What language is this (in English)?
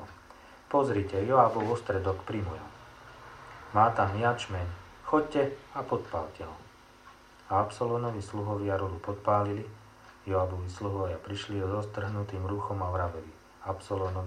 Slovak